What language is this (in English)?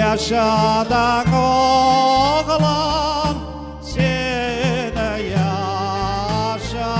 Crimean Tatar